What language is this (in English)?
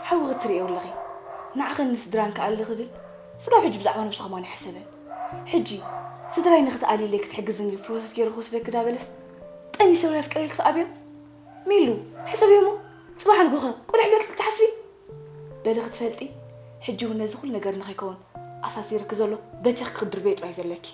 Tigrinya